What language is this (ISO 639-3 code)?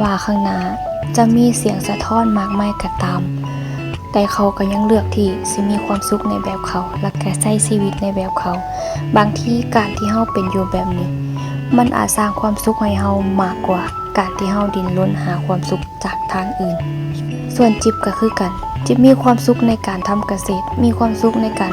lao